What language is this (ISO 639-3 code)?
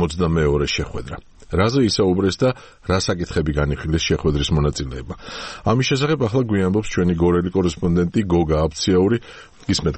kat